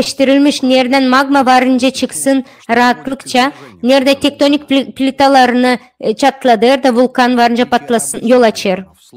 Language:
Gagauz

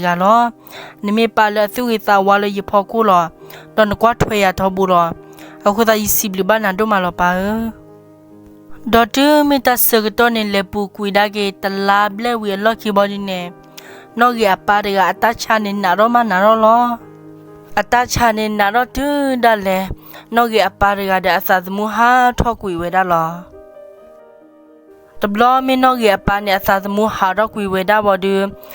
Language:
S'gaw Karen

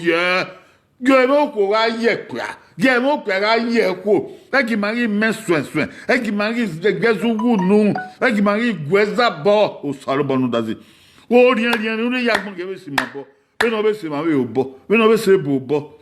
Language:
Bini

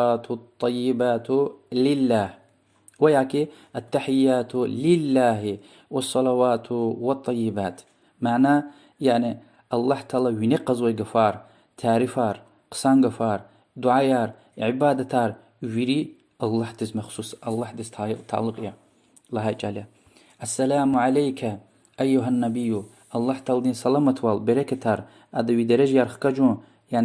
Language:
Lezghian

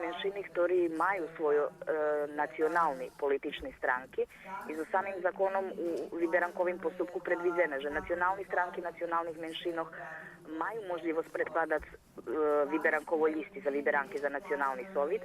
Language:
Rusyn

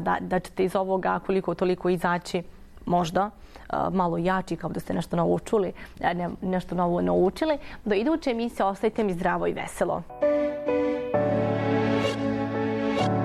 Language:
Bosnian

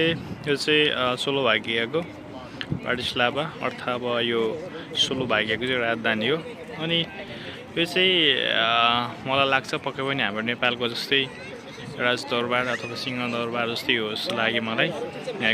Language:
Nepali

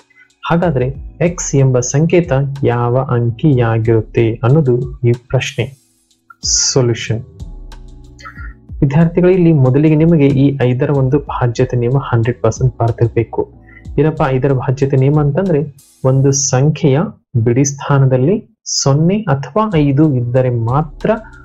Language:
Kannada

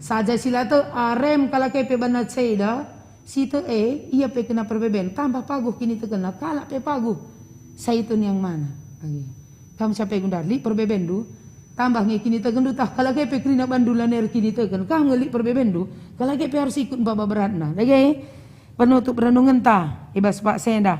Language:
Batak Karo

